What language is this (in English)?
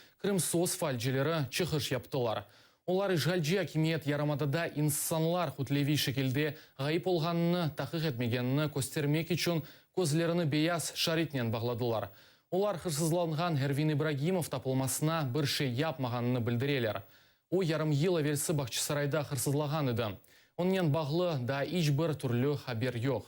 Crimean Tatar